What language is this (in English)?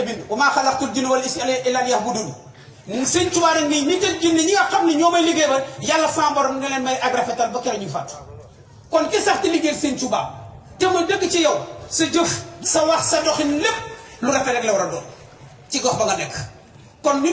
Wolof